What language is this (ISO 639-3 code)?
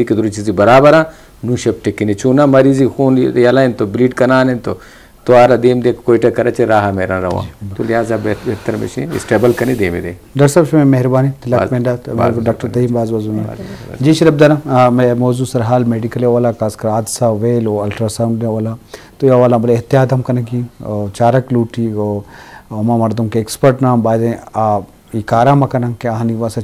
bgp